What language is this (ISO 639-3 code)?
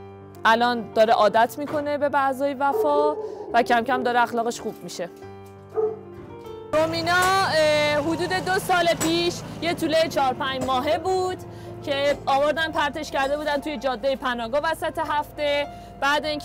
fas